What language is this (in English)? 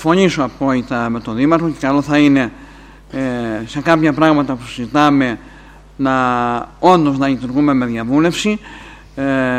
Greek